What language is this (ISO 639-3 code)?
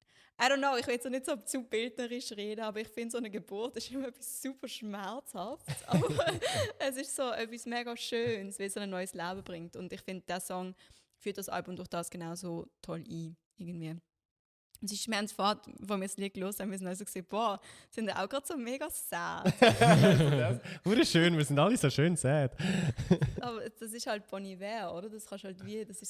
gsw